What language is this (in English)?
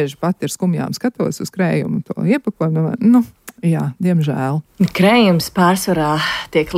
Latvian